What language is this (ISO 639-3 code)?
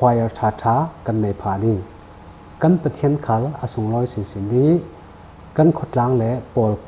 cfm